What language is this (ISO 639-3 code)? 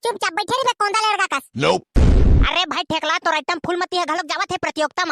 hne